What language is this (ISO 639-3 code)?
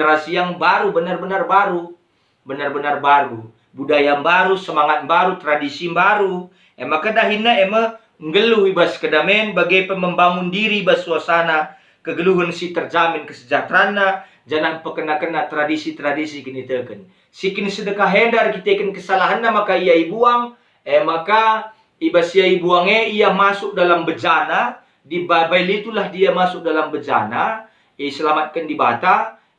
btx